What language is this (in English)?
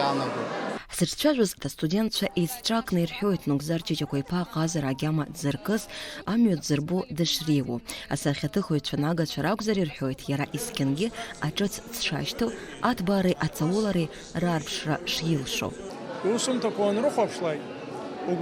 Abkhazian